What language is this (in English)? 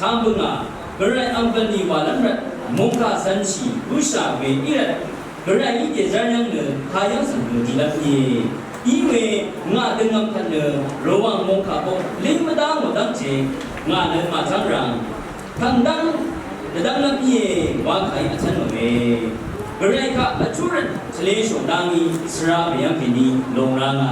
Rawang